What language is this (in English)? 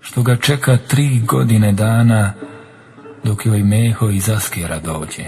Bosnian